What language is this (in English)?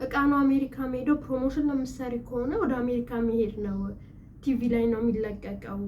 Amharic